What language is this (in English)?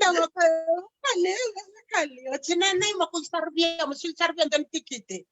Fijian